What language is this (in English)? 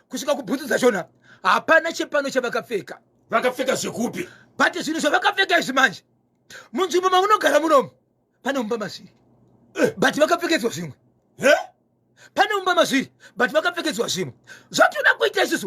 Shona